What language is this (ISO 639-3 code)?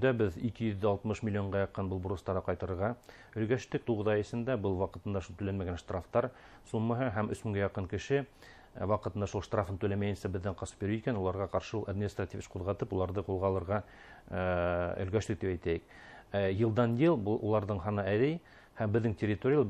bak